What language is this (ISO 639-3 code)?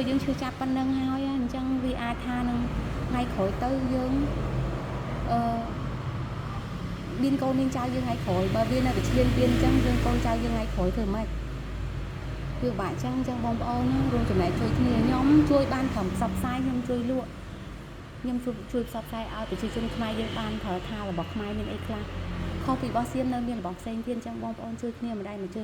khm